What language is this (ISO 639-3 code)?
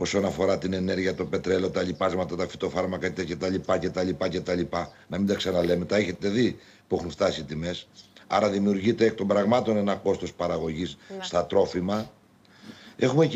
ell